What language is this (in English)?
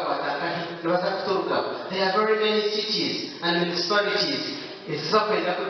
Nyankole